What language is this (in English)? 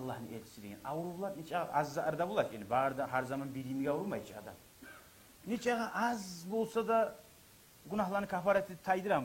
Kumyk